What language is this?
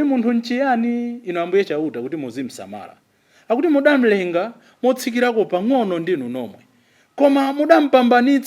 Nyanja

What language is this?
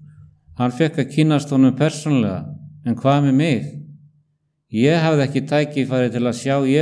Icelandic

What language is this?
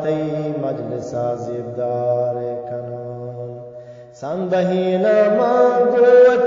Eastern Balochi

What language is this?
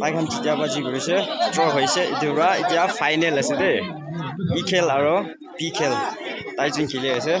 Naga Pidgin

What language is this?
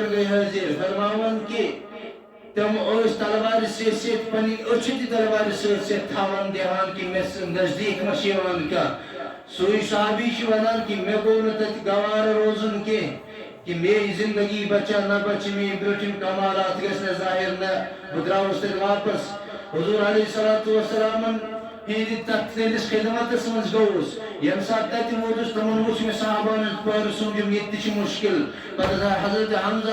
Kashmiri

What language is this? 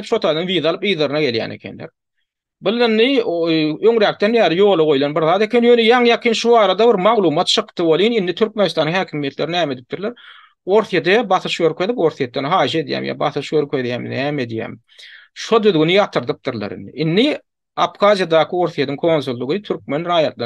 Turkmen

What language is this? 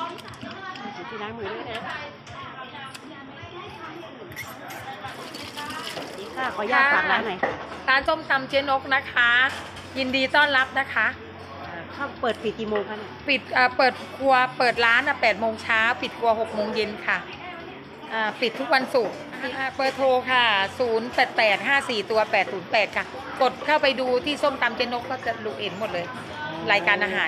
Thai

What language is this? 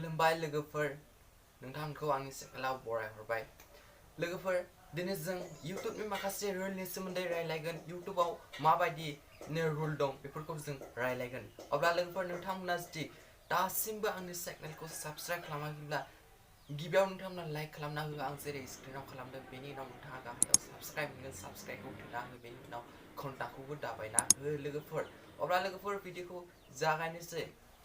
Bodo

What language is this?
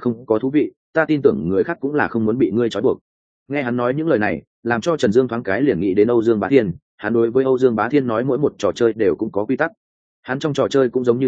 Vietnamese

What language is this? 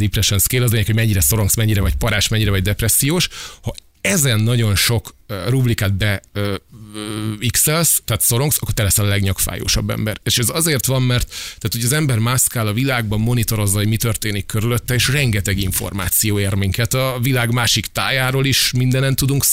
Hungarian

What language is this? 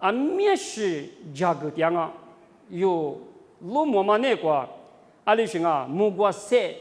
Lisu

